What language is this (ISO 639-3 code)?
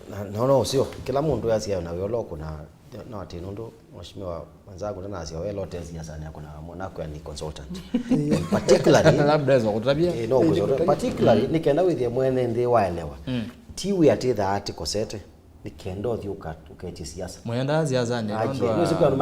kam